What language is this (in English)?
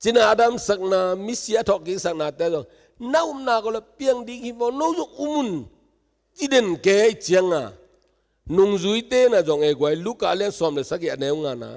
Tedim Chin